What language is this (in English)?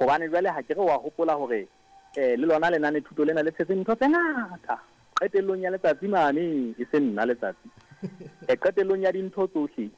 Southern Sotho